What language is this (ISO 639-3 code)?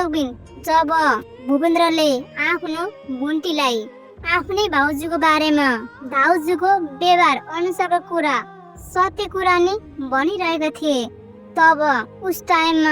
nep